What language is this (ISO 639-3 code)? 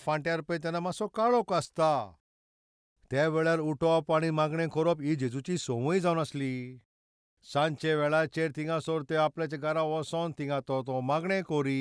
kok